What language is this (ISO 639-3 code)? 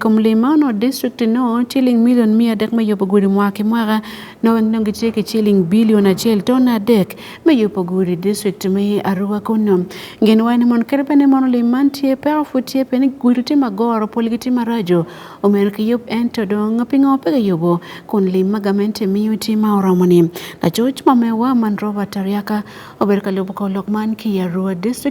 ach